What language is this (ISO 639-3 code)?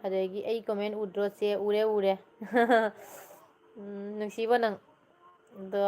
mni